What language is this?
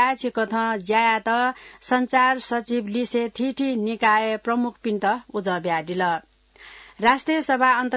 Newari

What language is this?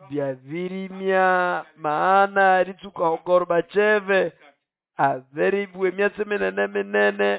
Nande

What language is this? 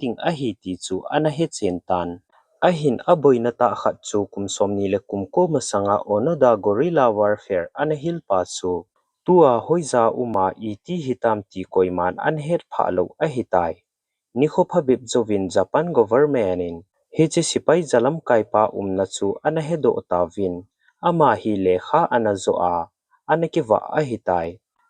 Thado Chin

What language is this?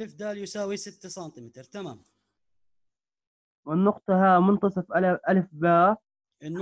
Arabic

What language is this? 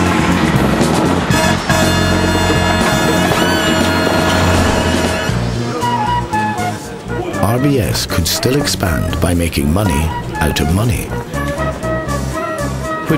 English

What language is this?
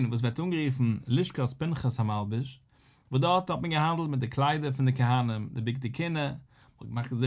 Yiddish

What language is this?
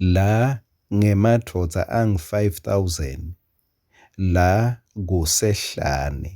Swati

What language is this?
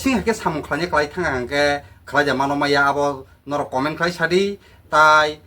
Kok Borok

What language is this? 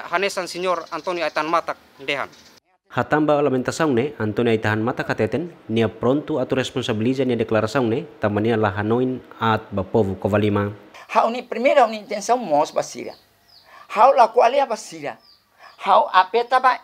Tetum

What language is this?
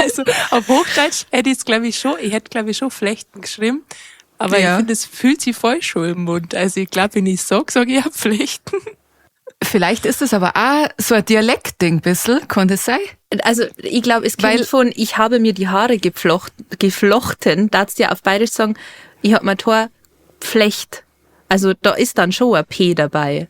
Bavarian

